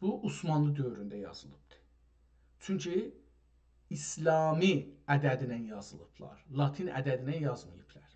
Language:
South Azerbaijani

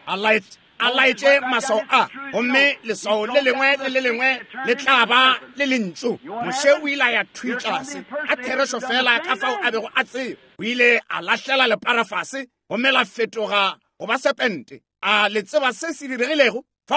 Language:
Northern Sotho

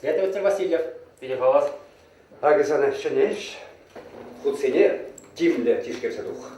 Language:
Chuvash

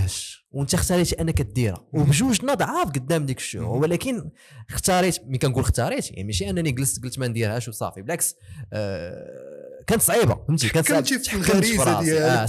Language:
Moroccan Arabic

